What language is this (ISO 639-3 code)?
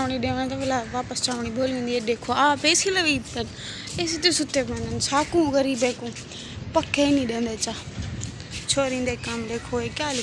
skr